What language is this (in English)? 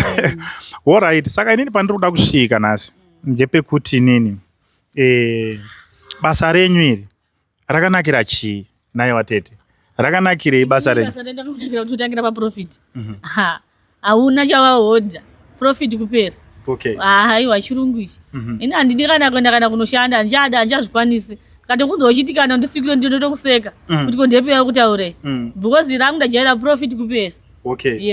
Shona